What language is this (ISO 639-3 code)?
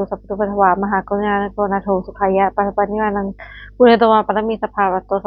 pli